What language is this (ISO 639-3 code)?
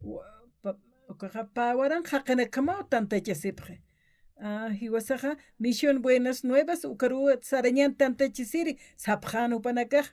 aym